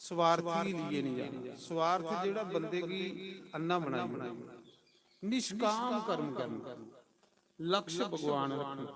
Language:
Dogri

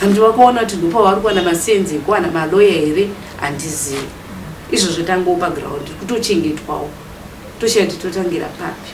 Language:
Shona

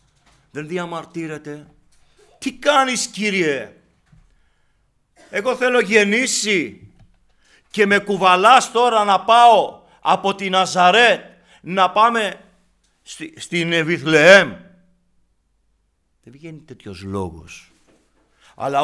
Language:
Greek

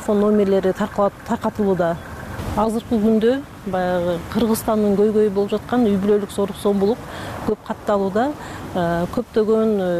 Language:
Kyrgyz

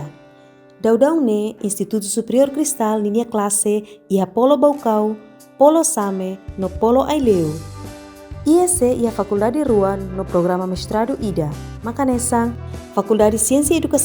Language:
Tetum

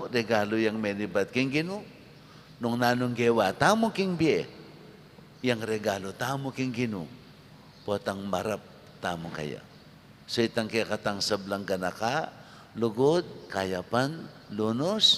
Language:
Pampanga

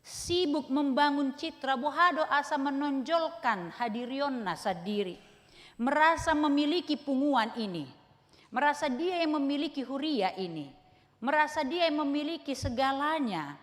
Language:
Batak Toba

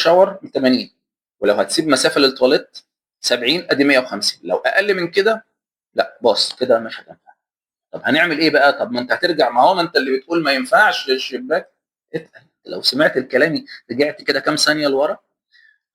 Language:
Egyptian Arabic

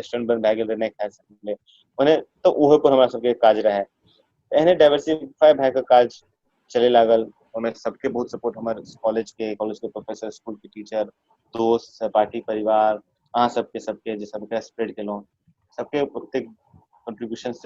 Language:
Maithili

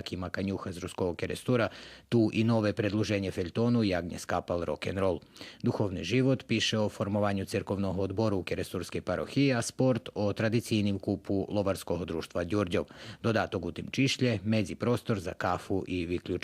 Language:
Rusyn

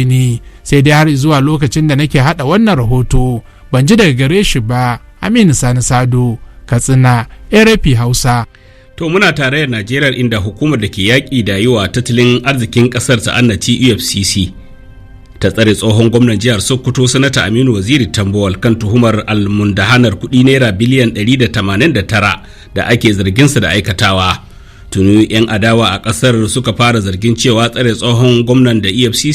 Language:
Hausa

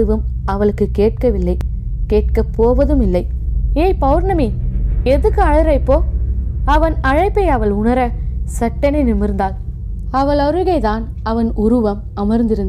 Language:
Tamil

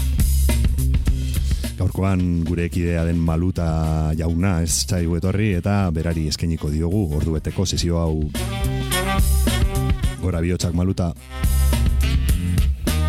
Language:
Basque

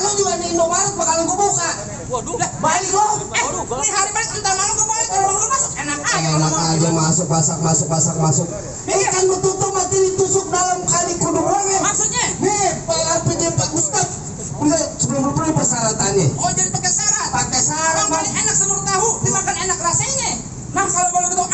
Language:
Betawi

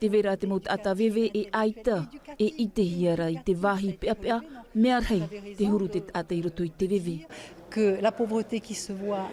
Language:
Tahitian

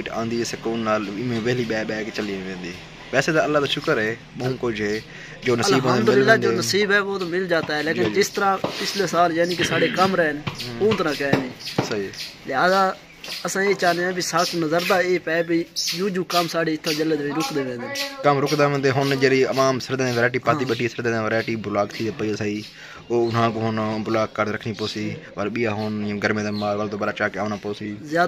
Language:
Saraiki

